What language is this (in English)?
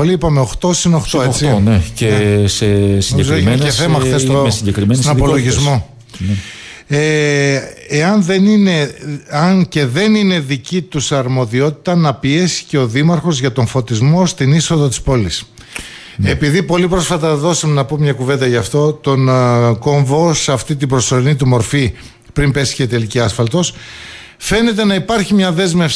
Greek